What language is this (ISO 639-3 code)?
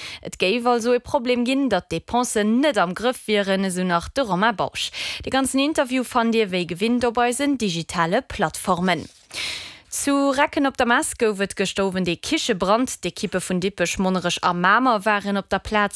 ltz